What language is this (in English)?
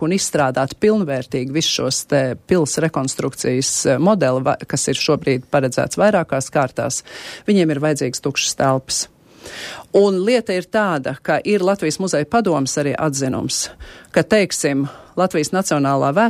Latvian